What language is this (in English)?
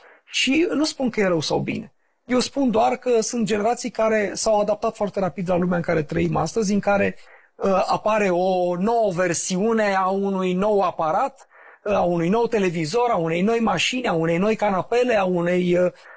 Romanian